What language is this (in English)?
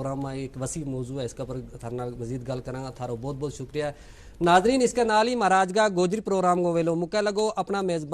Gujari